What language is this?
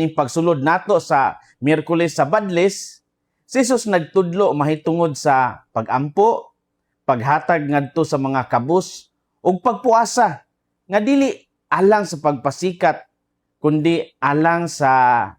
Cebuano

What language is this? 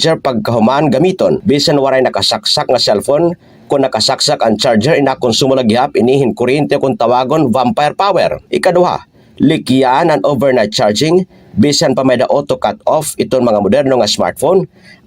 Waray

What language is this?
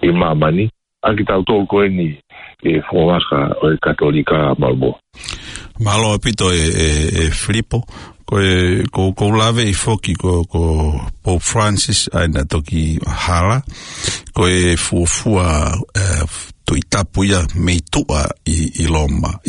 Tongan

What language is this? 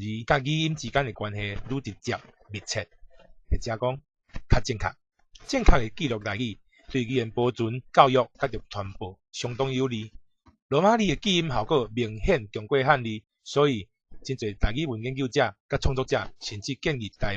Min Nan Chinese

